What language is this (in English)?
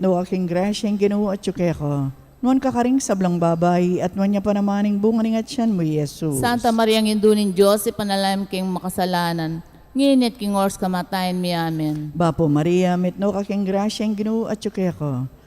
Pampanga